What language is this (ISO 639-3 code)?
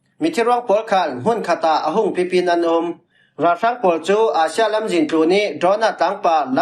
cfm